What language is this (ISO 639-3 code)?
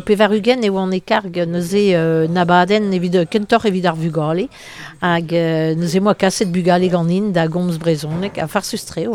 bre